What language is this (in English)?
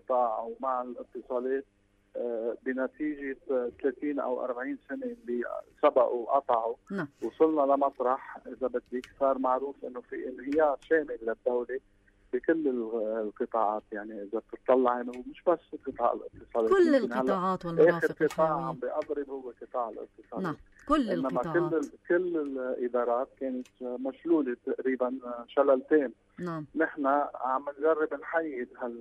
North Levantine Arabic